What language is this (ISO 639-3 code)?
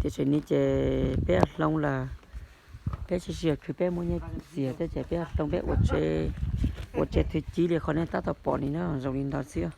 hmn